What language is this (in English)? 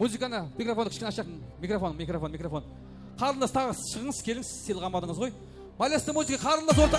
Kara-Kalpak